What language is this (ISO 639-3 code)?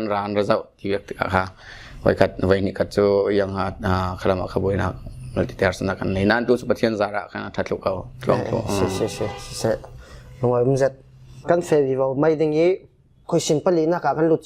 cfm